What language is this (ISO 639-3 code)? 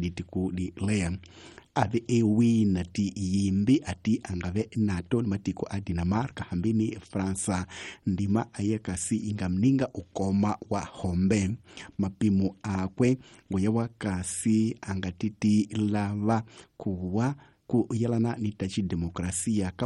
tso